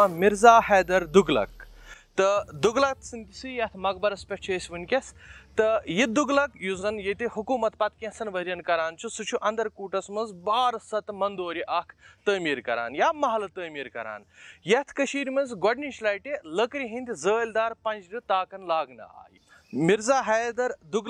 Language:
Kashmiri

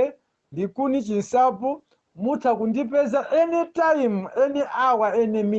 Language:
Nyanja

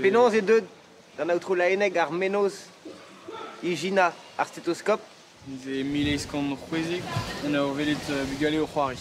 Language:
Breton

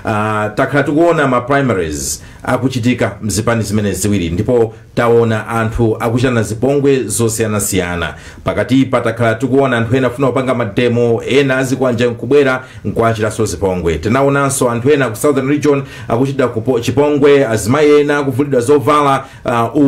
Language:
Nyanja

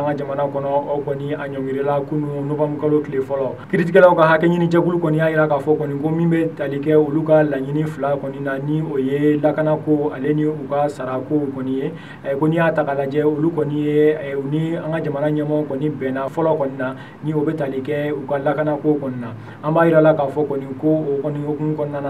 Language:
Bambara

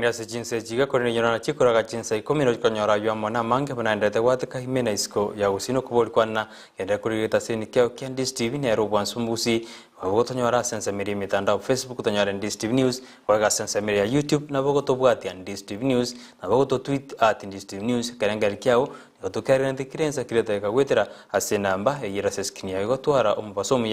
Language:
Gusii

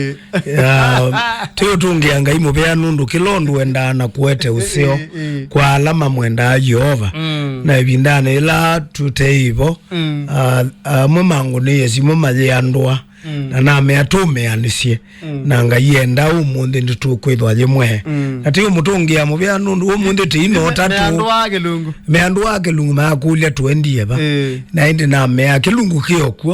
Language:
Kamba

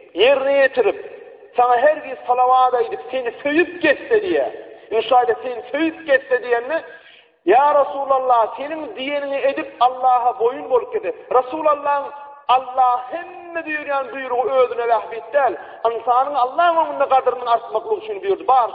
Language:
Turkmen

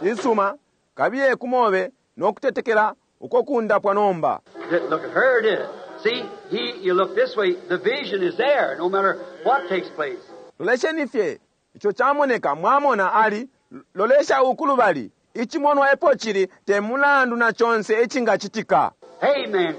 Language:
Bemba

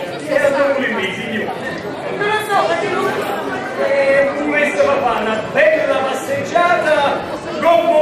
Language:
Neapolitan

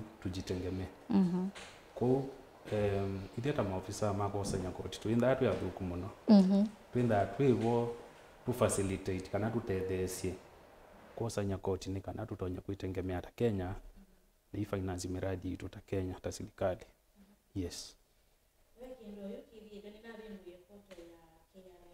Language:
Kamba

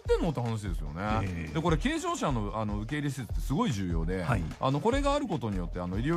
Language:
Japanese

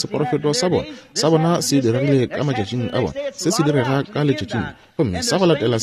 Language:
Northern Sotho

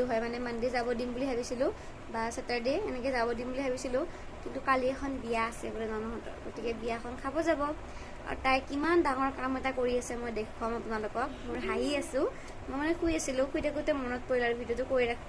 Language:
Assamese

